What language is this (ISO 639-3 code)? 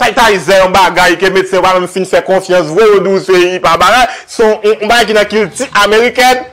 hat